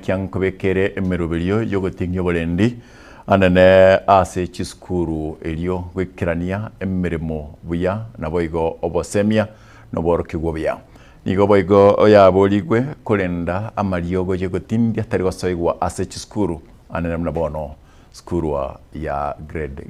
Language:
Gusii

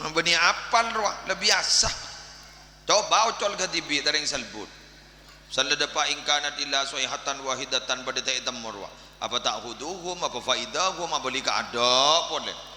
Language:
Madurese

